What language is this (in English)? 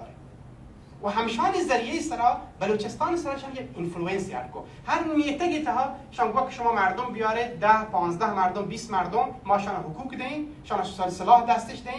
Baluchi